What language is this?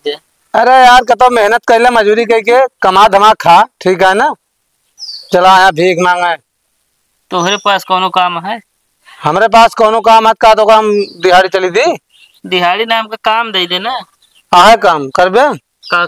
Awadhi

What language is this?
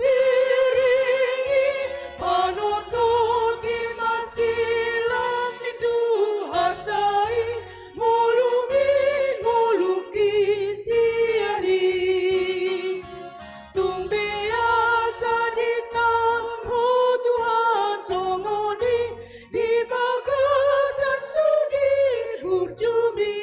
Batak Toba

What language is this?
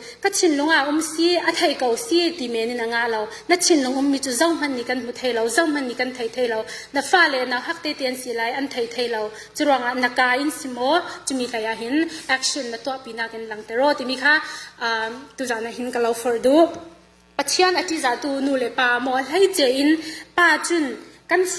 Falam Chin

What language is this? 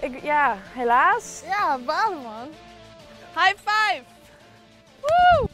Western Frisian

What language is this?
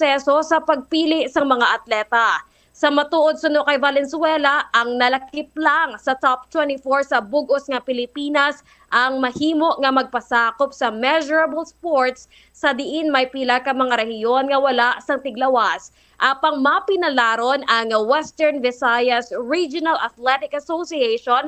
Hiligaynon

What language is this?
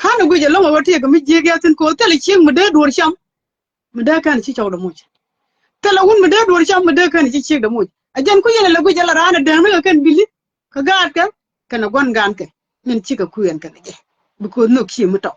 Nuer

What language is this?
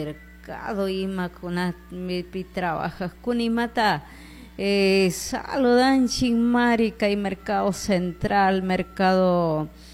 Chimborazo Highland Quichua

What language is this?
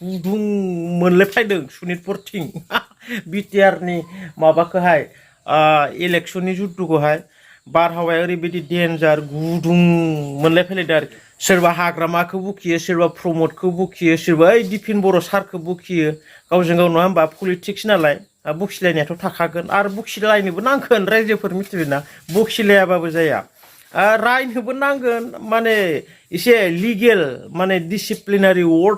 Bodo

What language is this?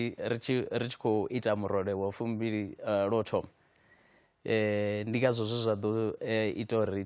Venda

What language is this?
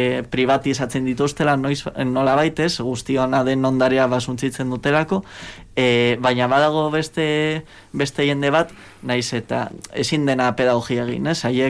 Basque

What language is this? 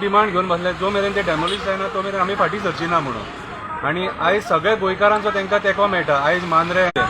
Konkani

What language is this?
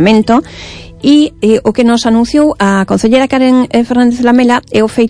Galician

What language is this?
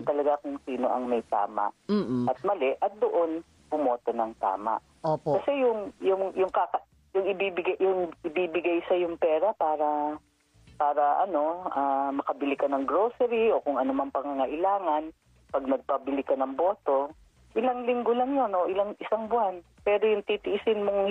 Filipino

